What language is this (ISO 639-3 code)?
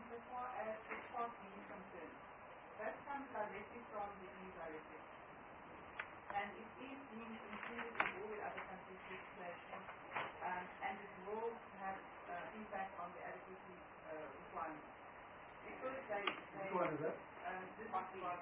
eng